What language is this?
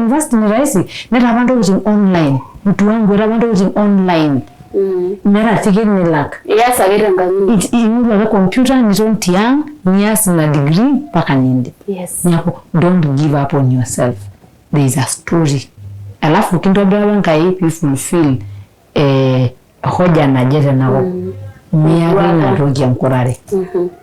Masai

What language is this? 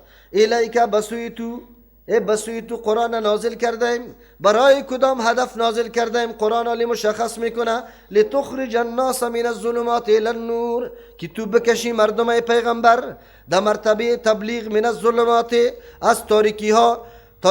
Persian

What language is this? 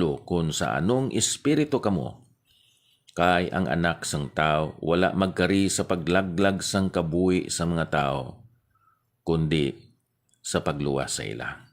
Hiligaynon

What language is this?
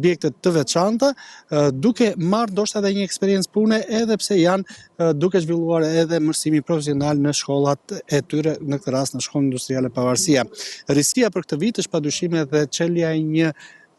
Albanian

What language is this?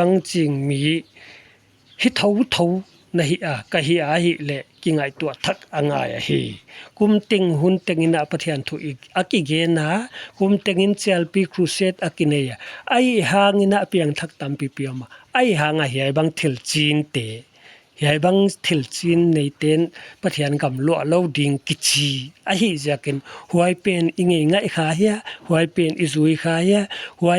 Paite Chin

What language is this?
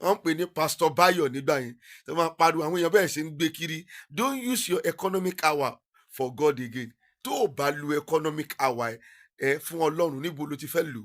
Yoruba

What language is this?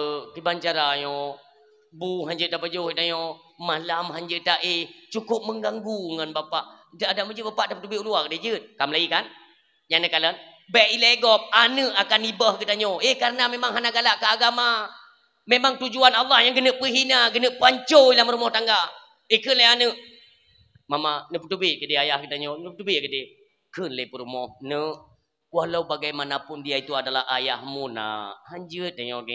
Achinese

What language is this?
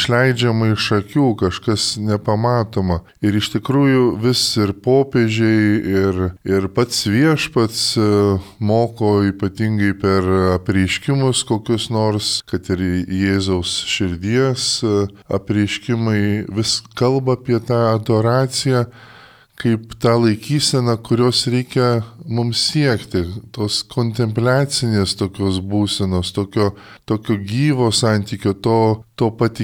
Lithuanian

